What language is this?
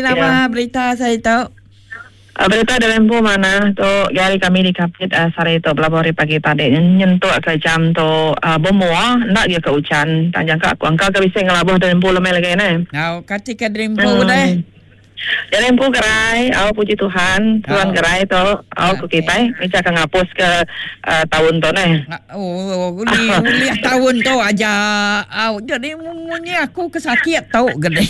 Iban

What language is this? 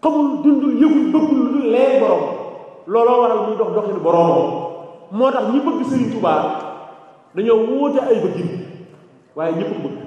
Wolof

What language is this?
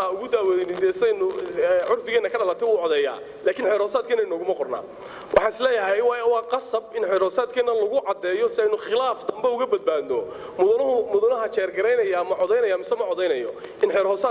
Somali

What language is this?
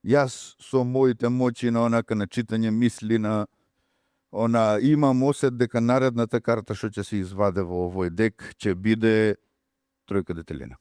Macedonian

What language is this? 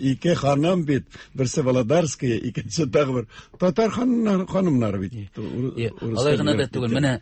Tatar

